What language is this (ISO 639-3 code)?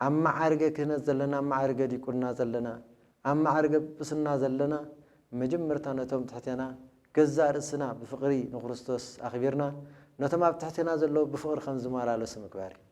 tir